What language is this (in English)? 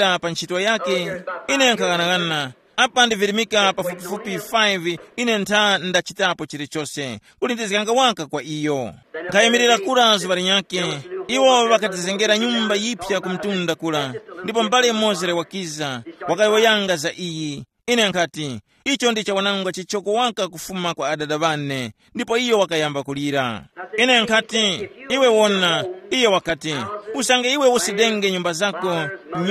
Tumbuka